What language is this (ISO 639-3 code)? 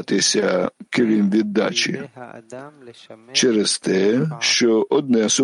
ukr